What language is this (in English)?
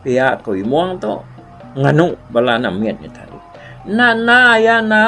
Iban